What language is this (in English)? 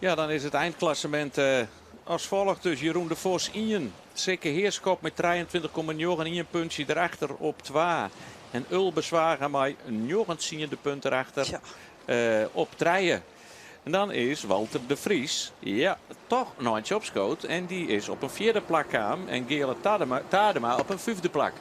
Western Frisian